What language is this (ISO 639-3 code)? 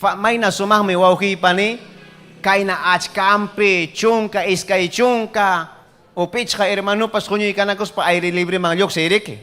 quy